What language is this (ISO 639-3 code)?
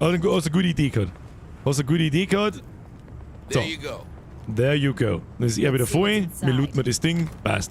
bar